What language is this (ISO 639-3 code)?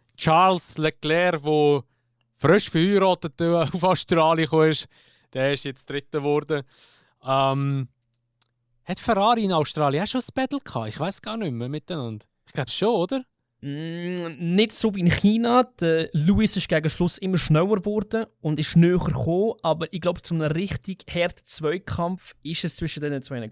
gsw